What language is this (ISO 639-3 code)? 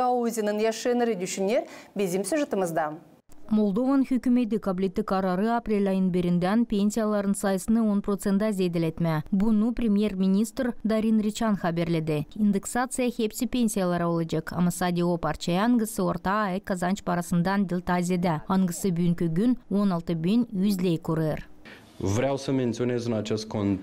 gag